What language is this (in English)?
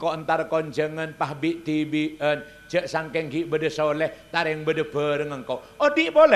Madurese